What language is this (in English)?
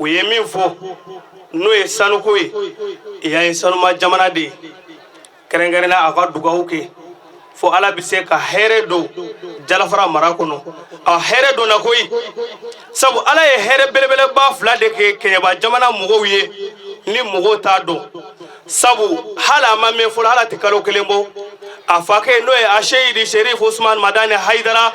Bambara